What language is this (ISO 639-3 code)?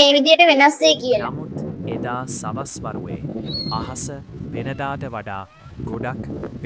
sin